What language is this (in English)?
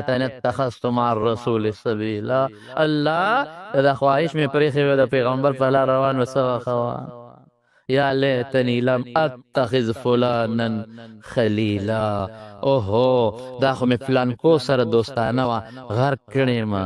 Pashto